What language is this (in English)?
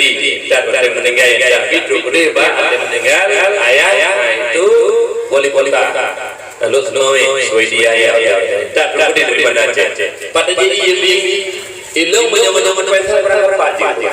Achinese